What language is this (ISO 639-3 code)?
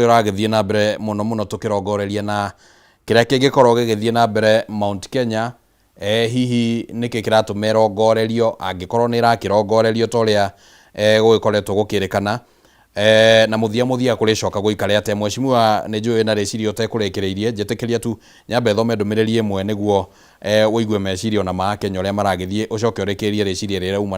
kik